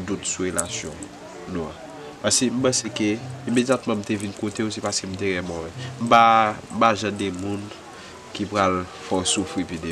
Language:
Haitian Creole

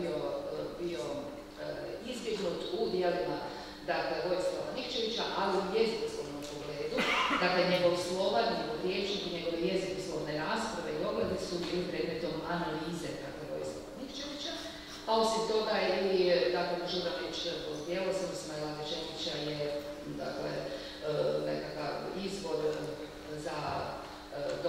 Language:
Croatian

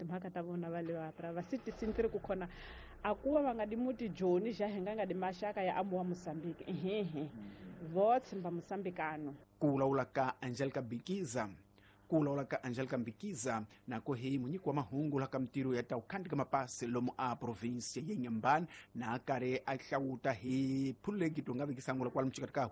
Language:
Tsonga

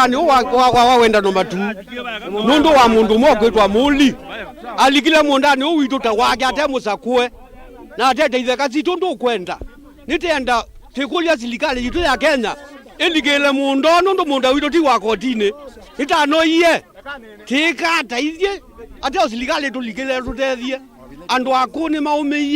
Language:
Kamba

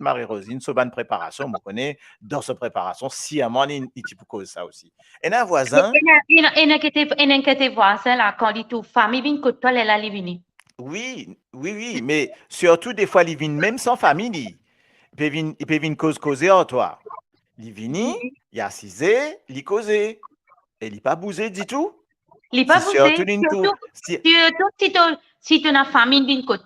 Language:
Morisyen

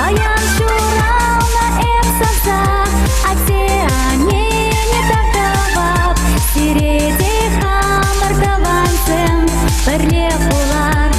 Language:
Chuvash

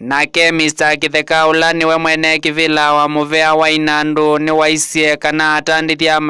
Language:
Kamba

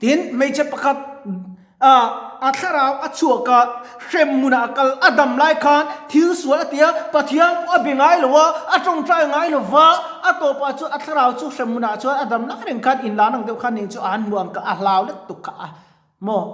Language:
Mizo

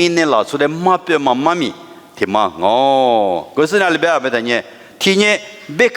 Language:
Lisu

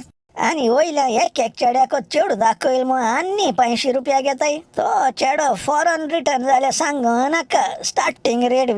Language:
Konkani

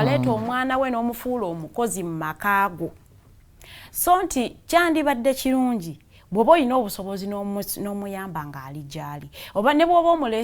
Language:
Ganda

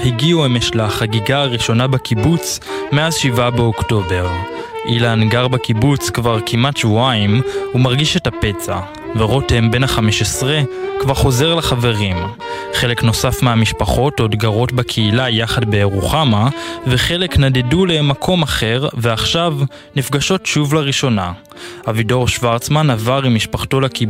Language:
Hebrew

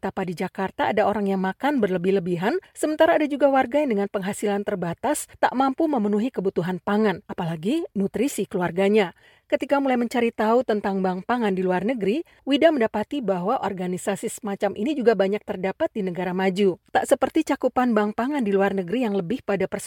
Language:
Indonesian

